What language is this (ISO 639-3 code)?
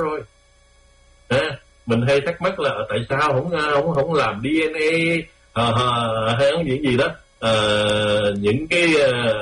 vie